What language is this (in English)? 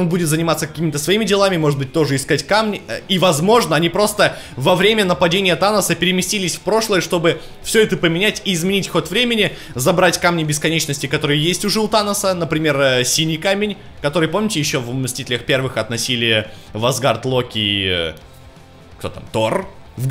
Russian